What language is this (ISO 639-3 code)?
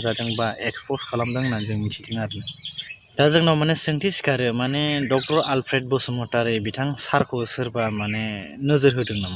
brx